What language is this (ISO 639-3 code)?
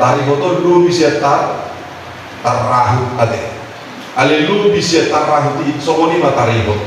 bbc